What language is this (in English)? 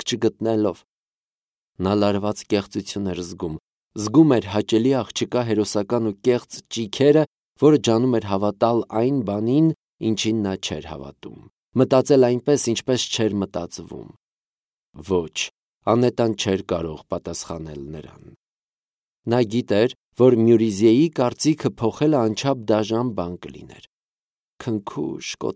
Armenian